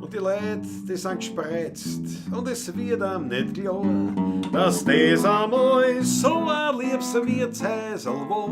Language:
Bavarian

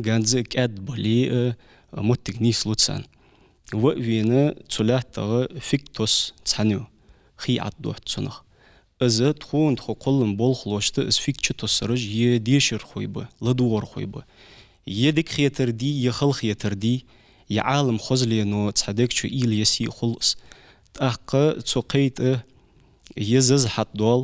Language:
Ingush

